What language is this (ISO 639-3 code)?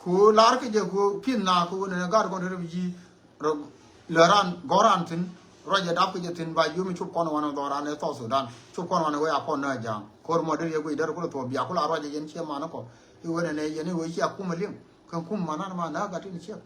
nus